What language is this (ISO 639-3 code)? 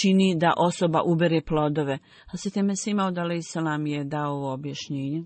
bos